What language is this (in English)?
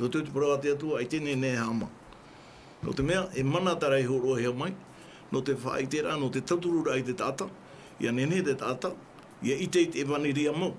Tahitian